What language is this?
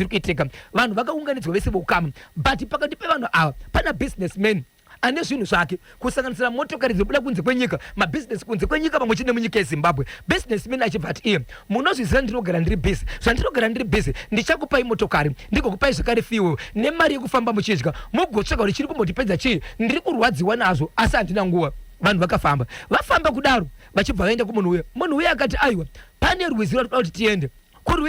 Shona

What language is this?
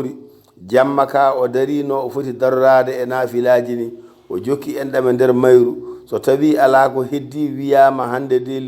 Fula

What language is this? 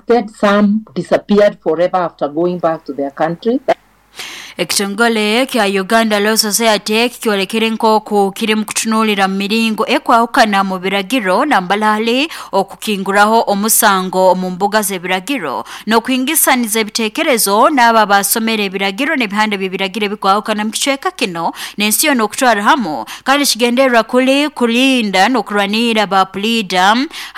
Nyoro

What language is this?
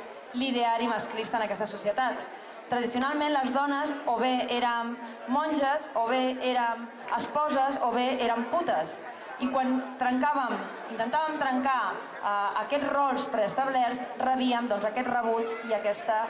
Catalan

